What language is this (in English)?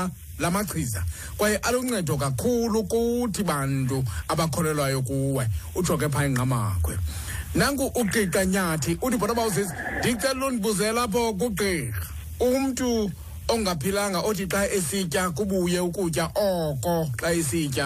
Xhosa